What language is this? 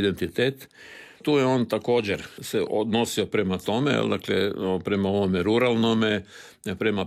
Croatian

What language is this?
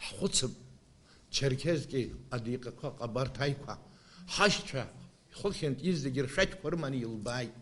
Abkhazian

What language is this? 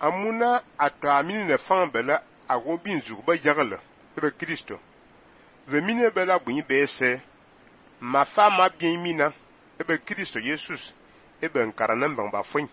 Fang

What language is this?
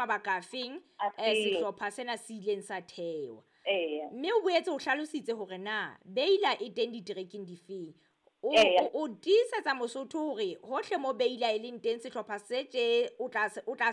Southern Sotho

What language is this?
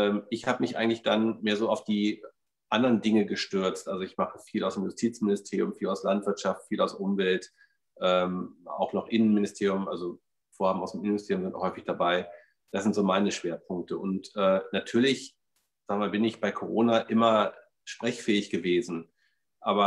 German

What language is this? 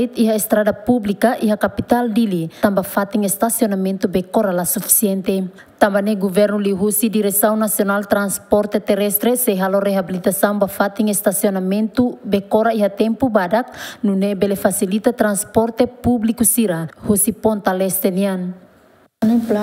Tetum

